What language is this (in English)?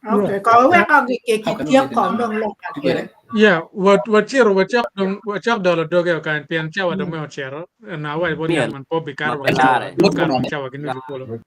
Acoli